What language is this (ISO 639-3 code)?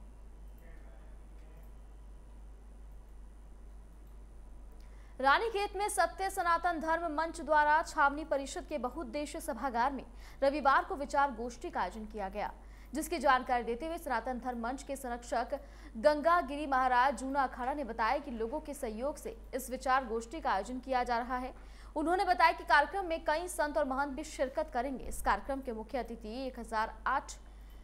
hin